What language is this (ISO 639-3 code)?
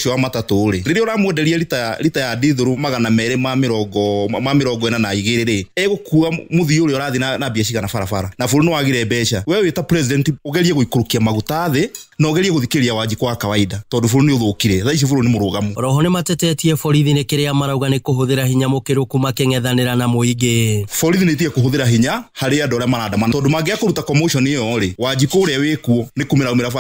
kik